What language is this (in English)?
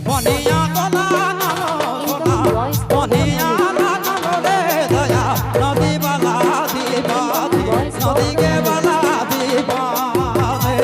Sadri